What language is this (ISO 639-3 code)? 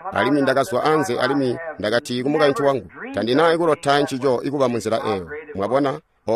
toi